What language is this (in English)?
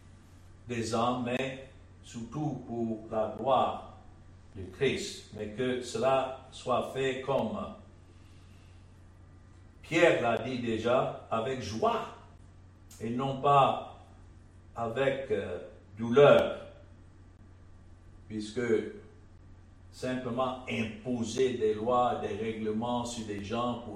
French